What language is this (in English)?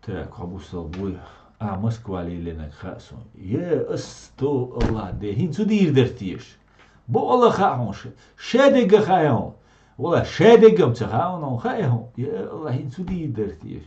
Chechen